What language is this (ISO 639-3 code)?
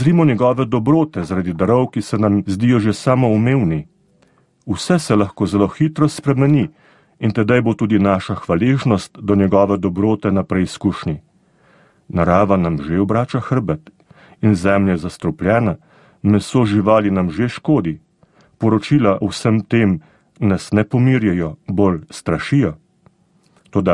slv